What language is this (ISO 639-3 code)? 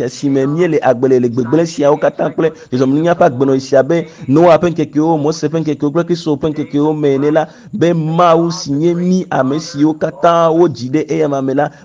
ewe